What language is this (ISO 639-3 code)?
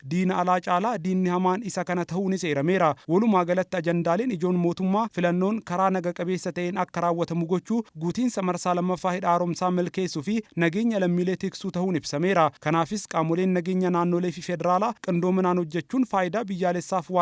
orm